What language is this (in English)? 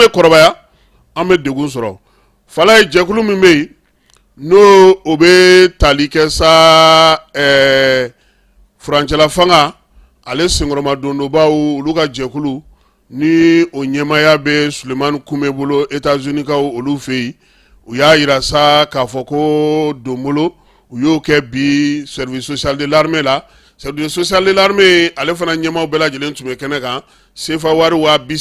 Bambara